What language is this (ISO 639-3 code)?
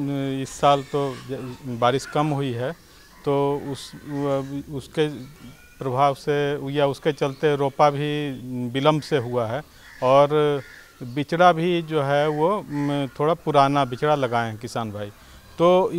hin